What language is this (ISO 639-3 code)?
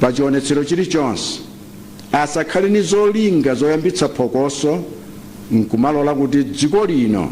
nya